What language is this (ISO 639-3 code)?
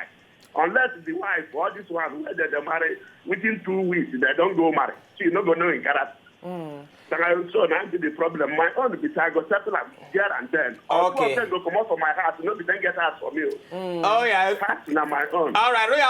pcm